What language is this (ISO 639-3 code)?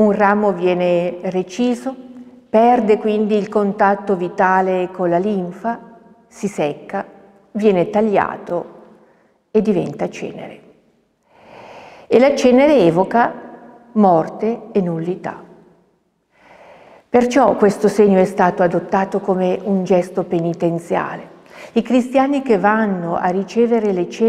ita